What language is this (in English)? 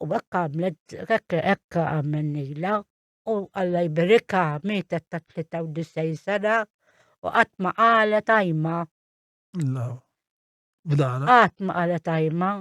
Maltese